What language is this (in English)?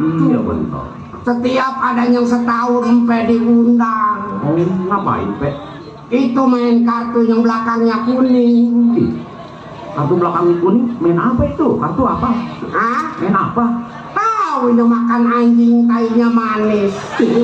Betawi